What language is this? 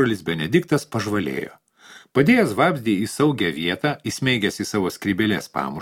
Lithuanian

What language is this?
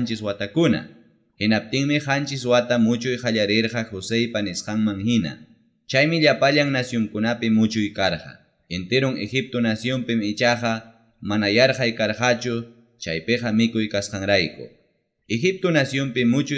Ayacucho Quechua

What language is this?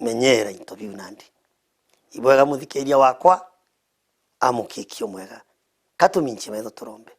Meru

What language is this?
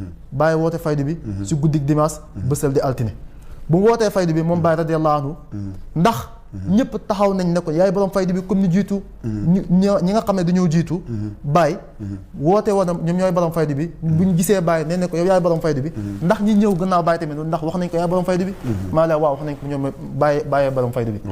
Wolof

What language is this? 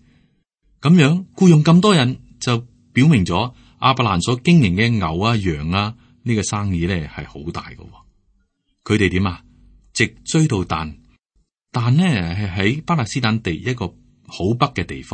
Cantonese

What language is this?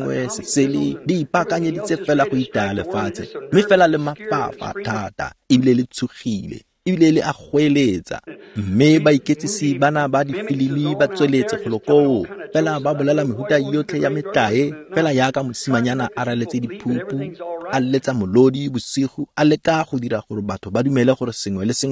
Tswana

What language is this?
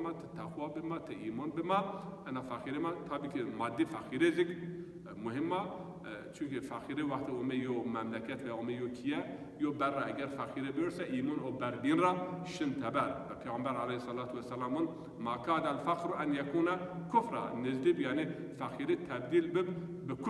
Zaza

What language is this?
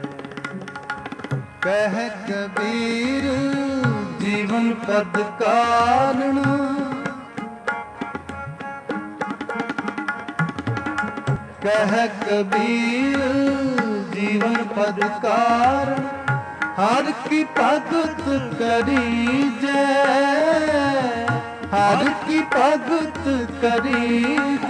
Punjabi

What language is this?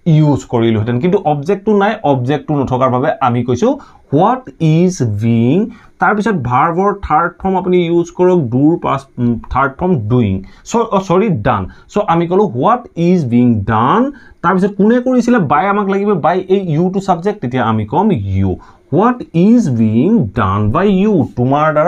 Assamese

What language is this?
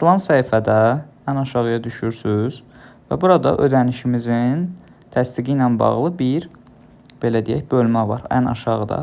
Azerbaijani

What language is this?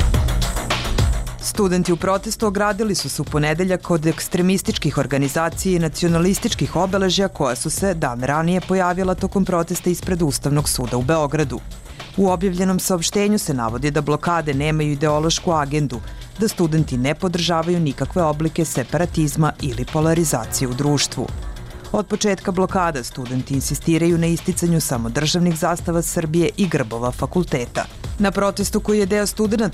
Bosnian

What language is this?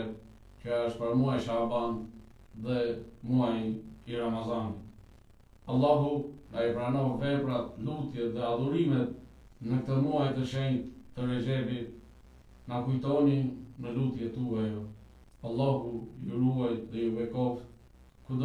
Albanian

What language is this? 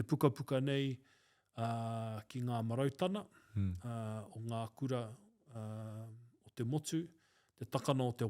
Māori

